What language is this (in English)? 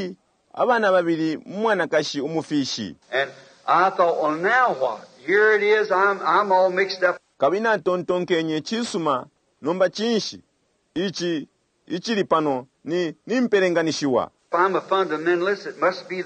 Bemba